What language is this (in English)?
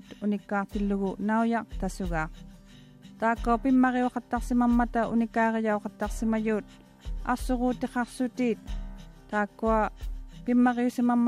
Māori